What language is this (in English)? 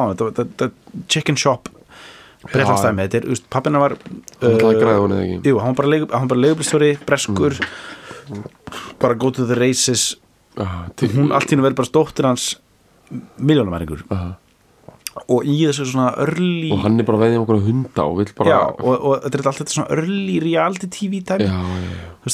Icelandic